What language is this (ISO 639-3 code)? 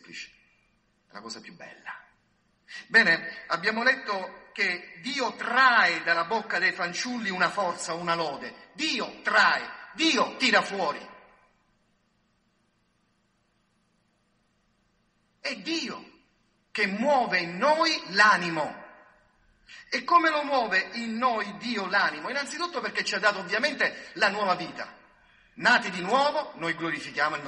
ita